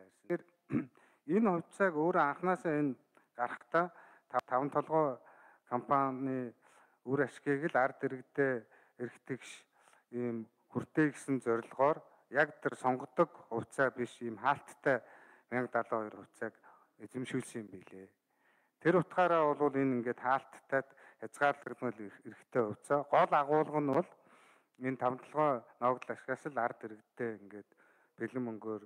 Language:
Mongolian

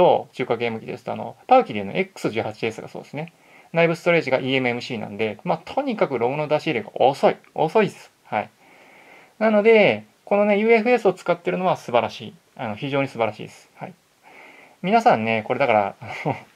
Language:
Japanese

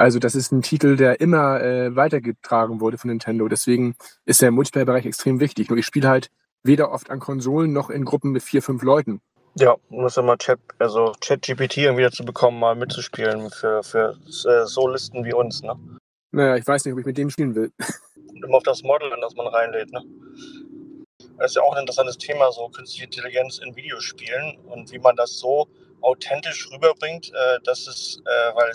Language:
German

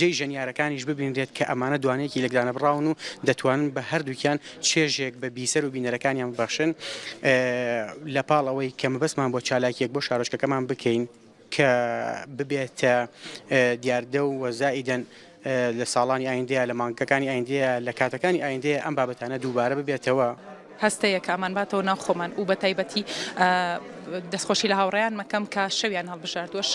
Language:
Central Kurdish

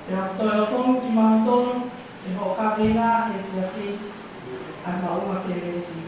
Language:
Tongan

